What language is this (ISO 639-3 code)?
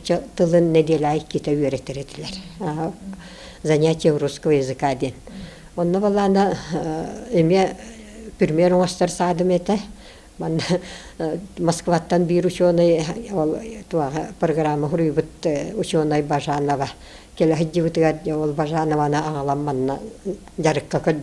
sah